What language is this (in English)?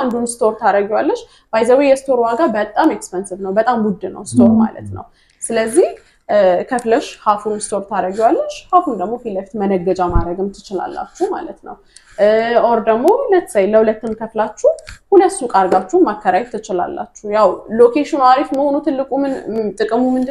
Amharic